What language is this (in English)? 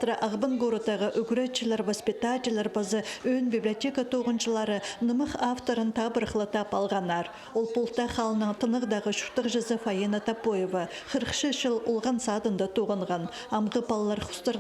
Khakas